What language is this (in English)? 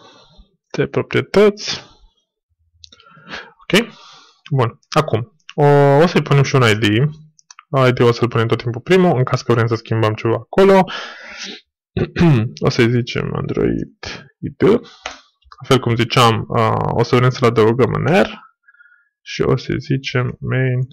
Romanian